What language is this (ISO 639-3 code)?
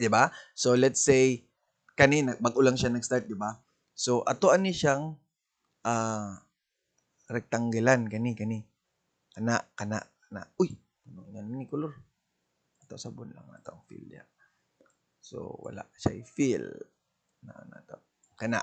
ceb